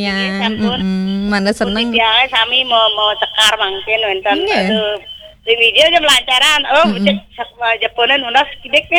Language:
Balinese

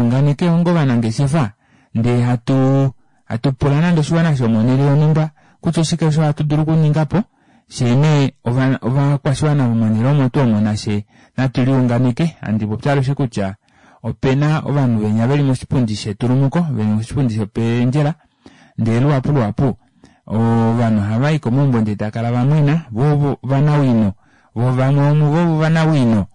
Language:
Kuanyama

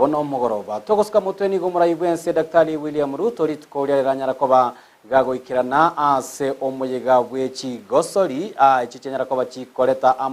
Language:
Gusii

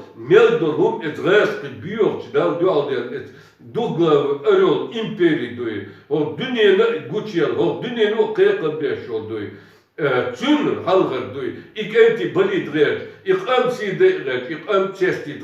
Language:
Chechen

